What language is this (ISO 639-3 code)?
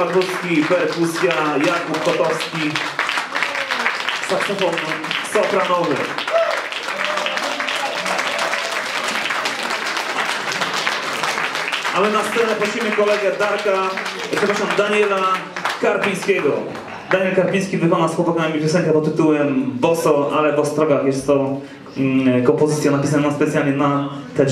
pol